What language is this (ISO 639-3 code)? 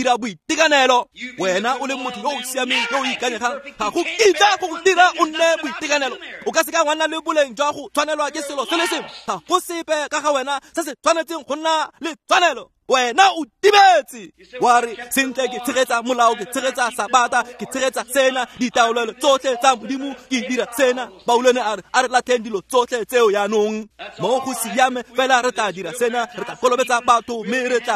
tsn